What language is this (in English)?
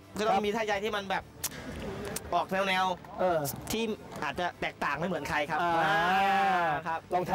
Thai